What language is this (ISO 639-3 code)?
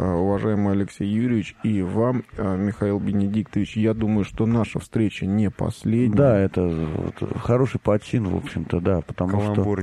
rus